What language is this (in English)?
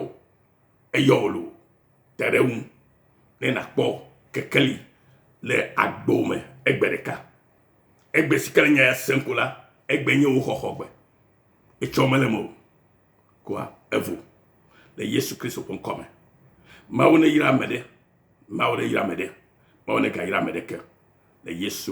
Ewe